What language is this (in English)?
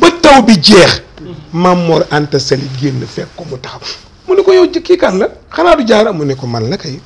Wolof